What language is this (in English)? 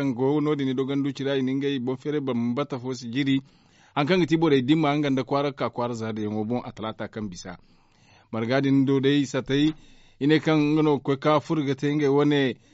Zarma